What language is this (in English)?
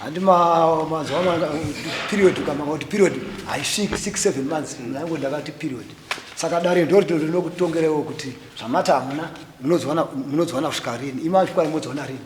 Shona